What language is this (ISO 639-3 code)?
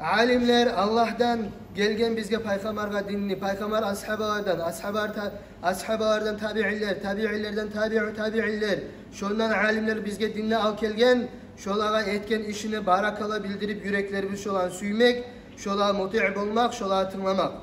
kum